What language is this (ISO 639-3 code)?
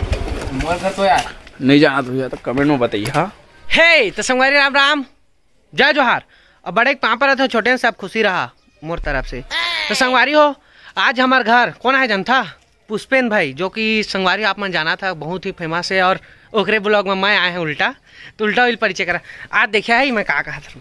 hne